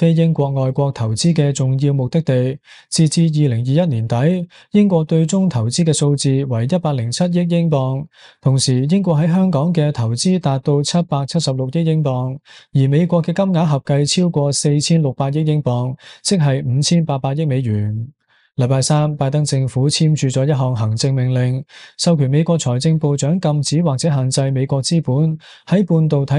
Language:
Cantonese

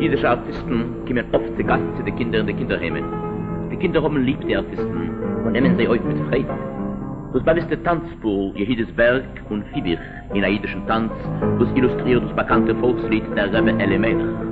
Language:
Yiddish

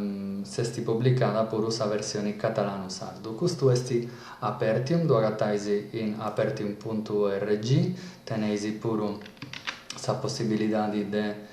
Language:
Sardinian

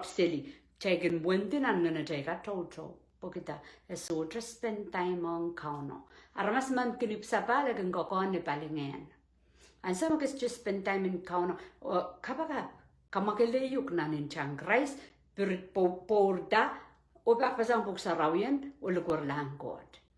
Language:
Pohnpeian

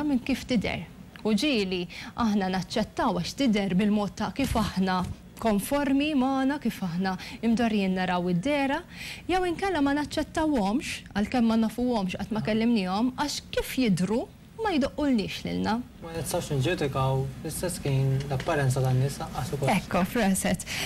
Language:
Maltese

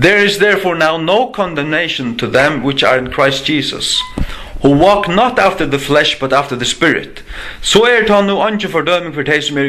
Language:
Faroese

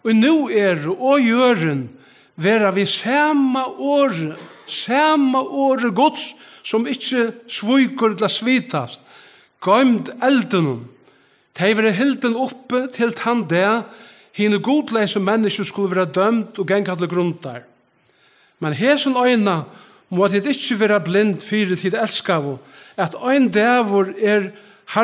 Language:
Faroese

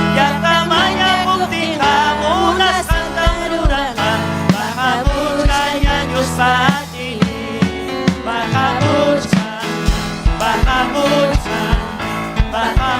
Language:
Ayacucho Quechua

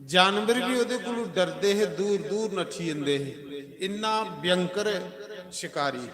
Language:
Dogri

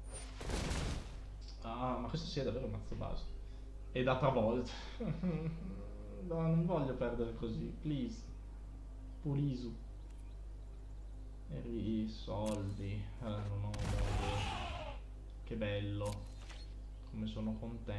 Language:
Italian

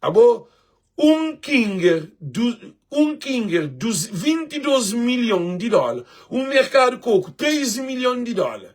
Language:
Kabuverdianu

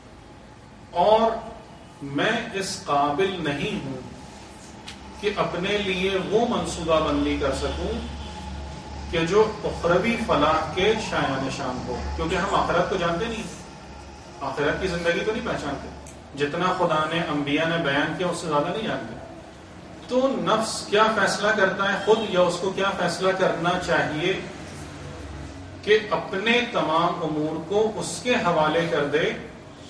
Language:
Urdu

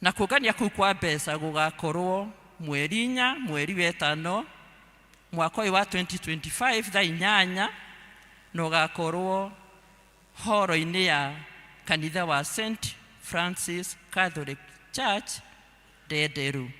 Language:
Kikuyu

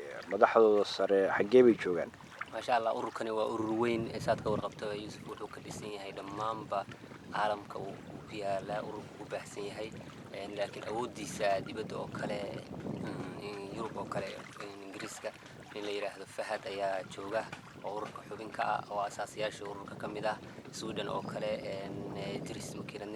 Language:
Somali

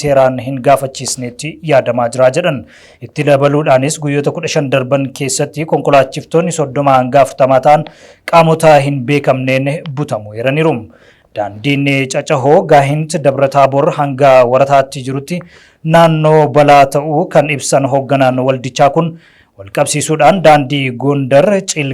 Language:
Oromo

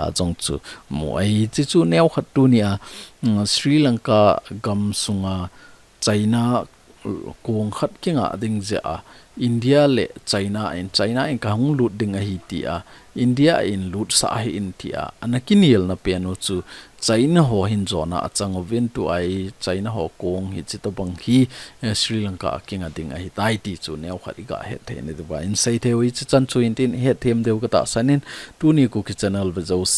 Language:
Thado Chin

